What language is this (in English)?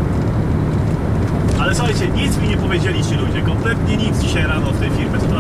Polish